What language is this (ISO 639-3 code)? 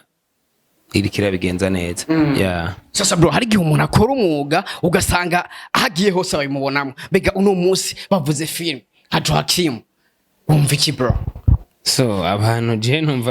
run